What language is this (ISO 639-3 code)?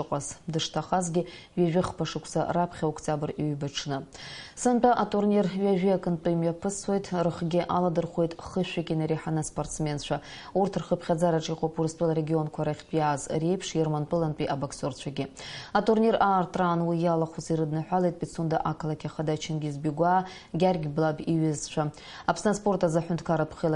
abk